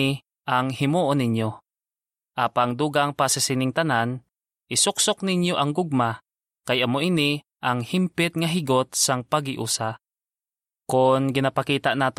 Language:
Hiligaynon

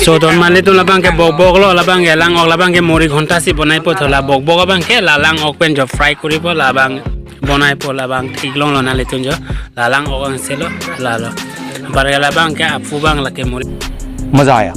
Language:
Karbi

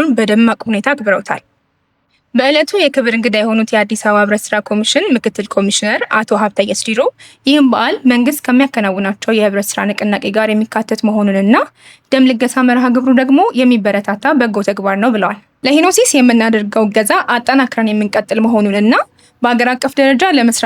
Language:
Amharic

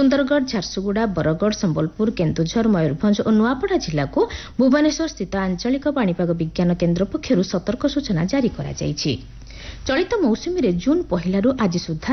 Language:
Odia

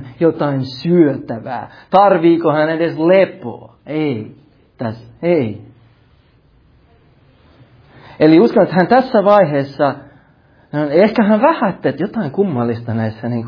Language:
Finnish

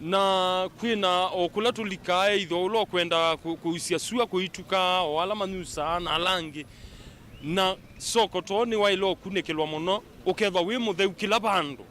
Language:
Kamba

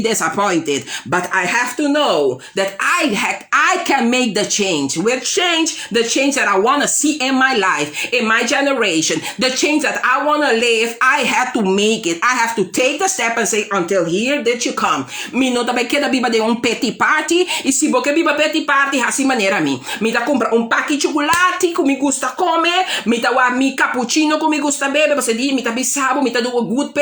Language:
Papiamento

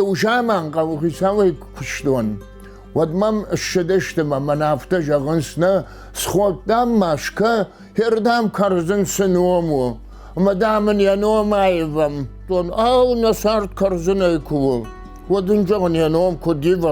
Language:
Ossetic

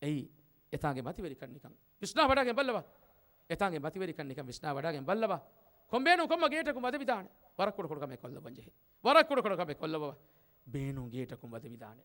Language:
Divehi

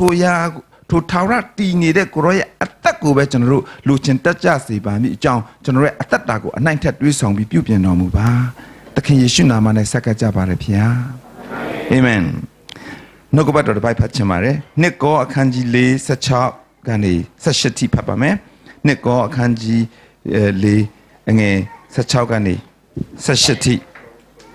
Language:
Burmese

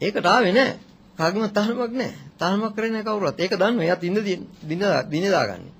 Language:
Sinhala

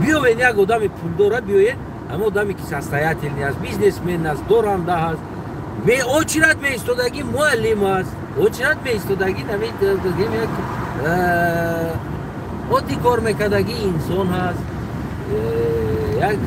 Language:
Tajik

